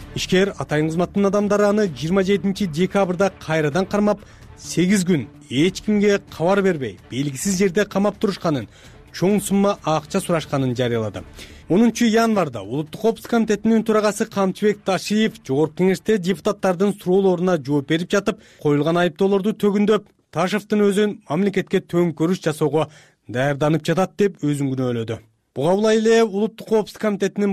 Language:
Kyrgyz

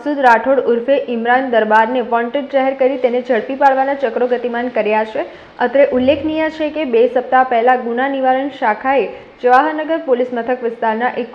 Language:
Gujarati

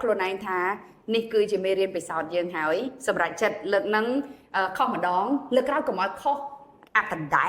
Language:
Khmer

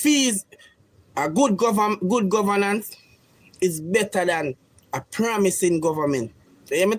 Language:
Jamaican Creole English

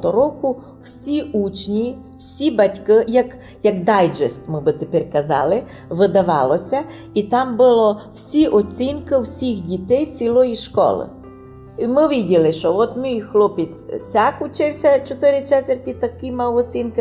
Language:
Rusyn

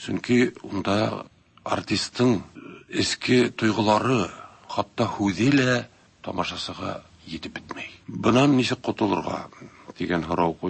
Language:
Tatar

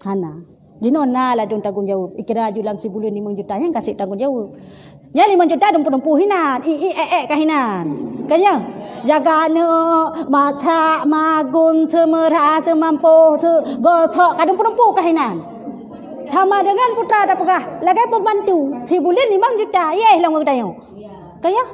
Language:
Achinese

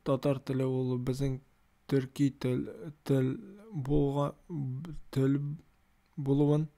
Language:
Tatar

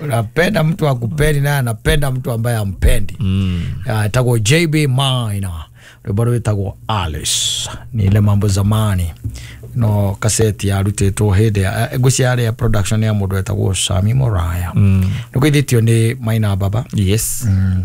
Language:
Kikuyu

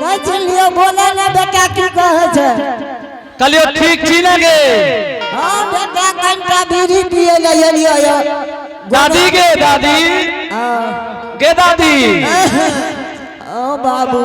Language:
Angika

